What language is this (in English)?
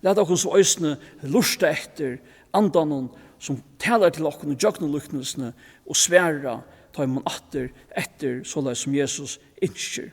Faroese